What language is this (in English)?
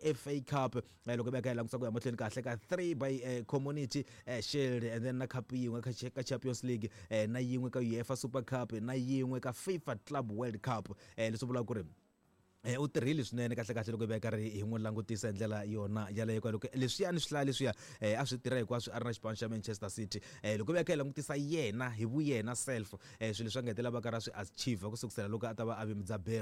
Tsonga